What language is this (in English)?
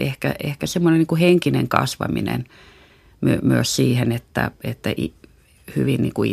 Finnish